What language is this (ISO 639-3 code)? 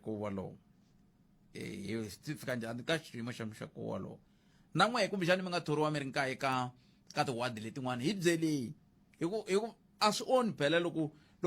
tso